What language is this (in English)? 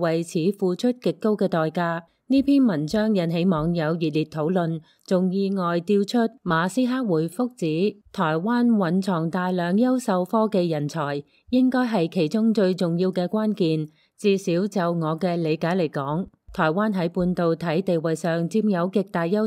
Cantonese